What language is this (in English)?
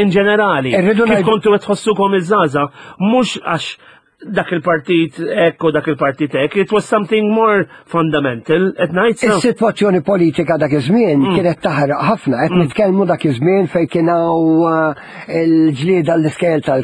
Maltese